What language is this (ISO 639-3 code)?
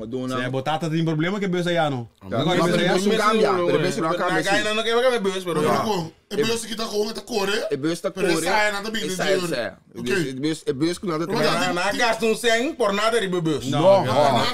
pap